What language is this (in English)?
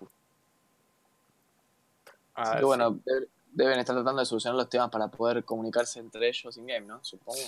Spanish